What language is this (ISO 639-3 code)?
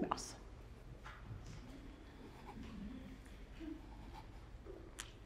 swe